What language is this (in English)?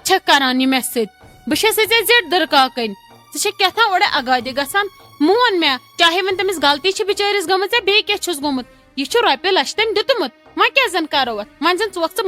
Kashmiri